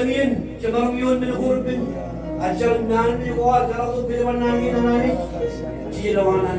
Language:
Marshallese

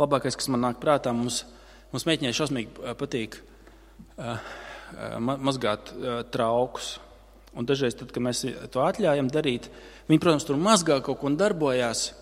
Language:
Latvian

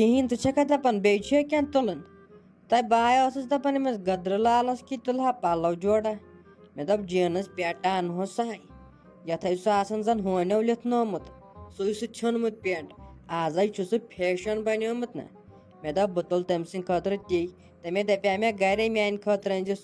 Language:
Kashmiri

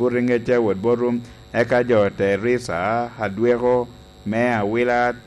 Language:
Lango (Uganda)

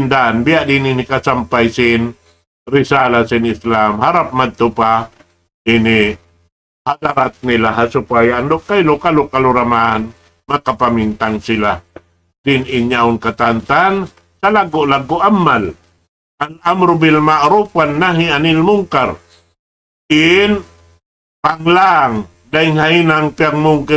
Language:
Tausug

